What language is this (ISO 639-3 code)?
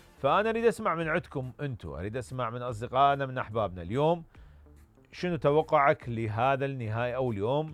acm